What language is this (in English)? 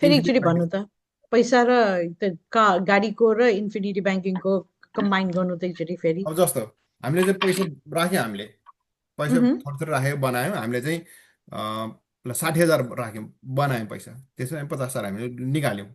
Nepali